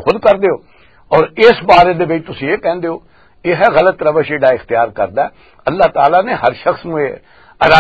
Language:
Western Panjabi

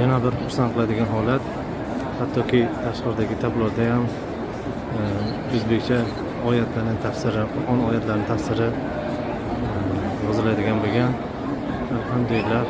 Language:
Uzbek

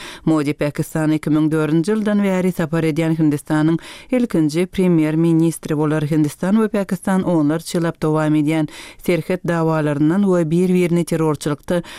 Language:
Turkmen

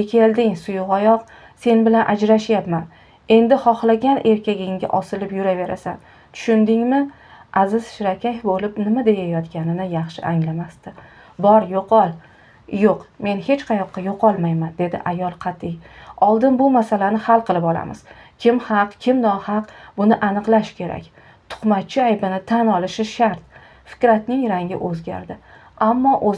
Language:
Uzbek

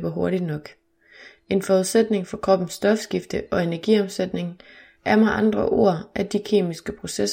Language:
Danish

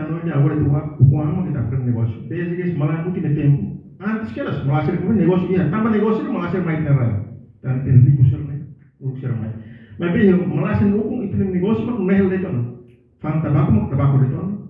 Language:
Tetum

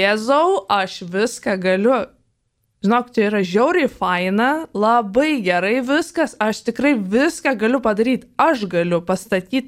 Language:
Lithuanian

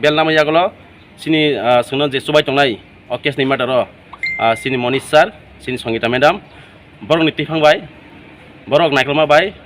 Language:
Riang (India)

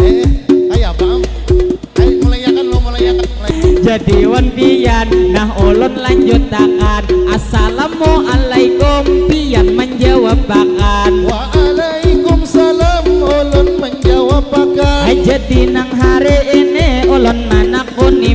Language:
Banjar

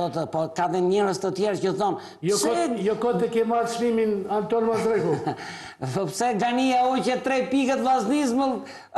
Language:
Albanian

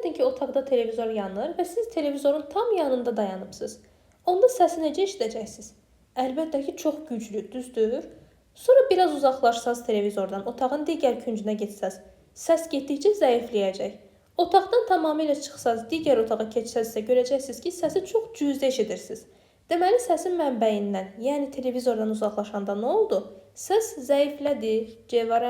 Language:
Azerbaijani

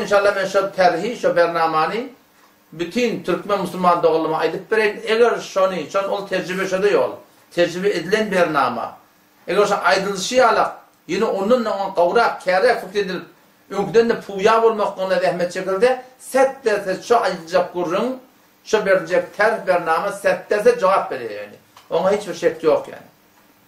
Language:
Turkmen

